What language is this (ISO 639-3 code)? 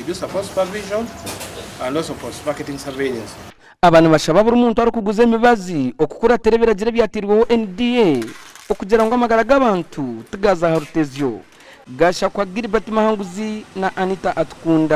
nyn